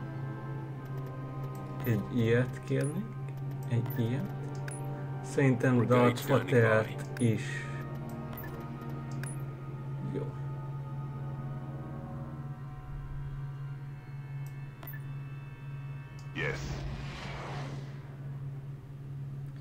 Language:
Hungarian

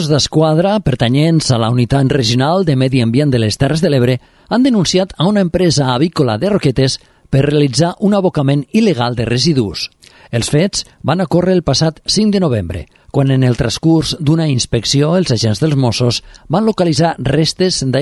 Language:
Catalan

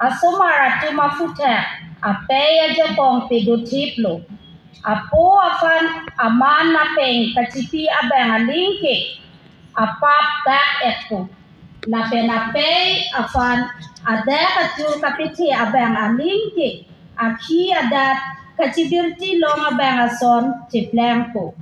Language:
Karbi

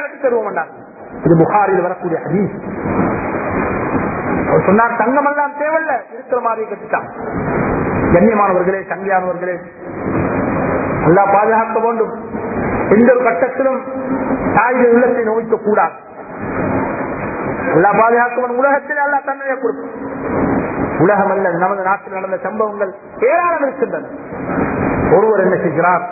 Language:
Tamil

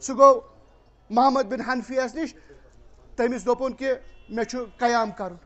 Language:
Kashmiri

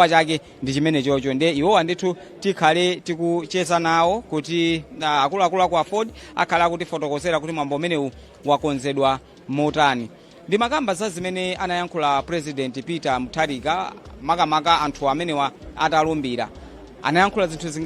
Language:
Nyanja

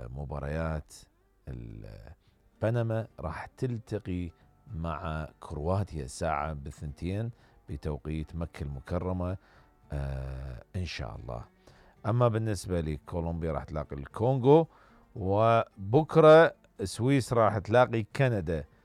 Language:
Mesopotamian Arabic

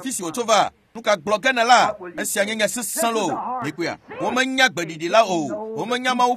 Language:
Ewe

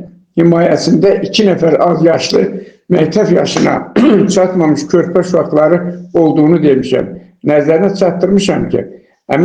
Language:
Azerbaijani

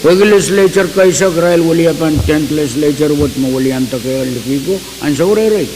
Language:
Pohnpeian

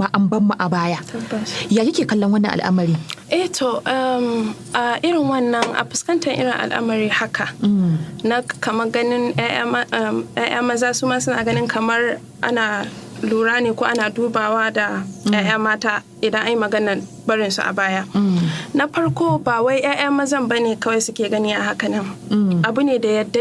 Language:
Hausa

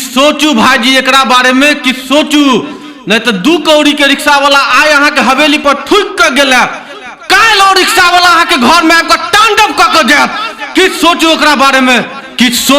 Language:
Maithili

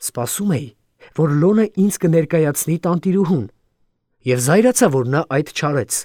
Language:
Armenian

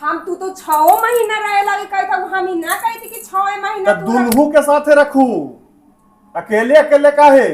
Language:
Magahi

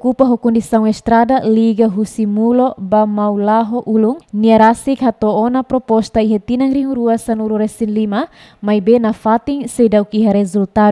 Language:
Tetum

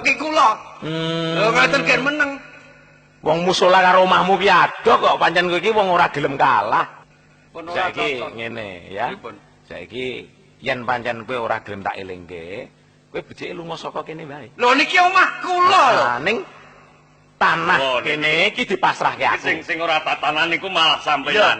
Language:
Javanese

